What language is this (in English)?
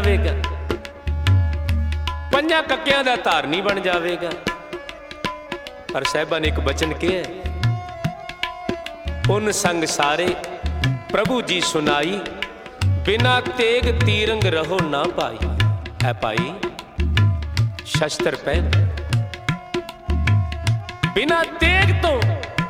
Punjabi